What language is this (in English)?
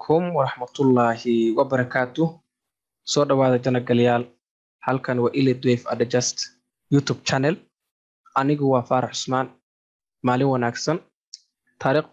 Somali